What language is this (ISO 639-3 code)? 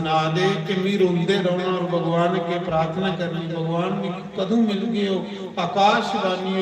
doi